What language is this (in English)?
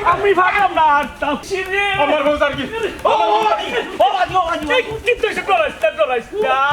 Sylheti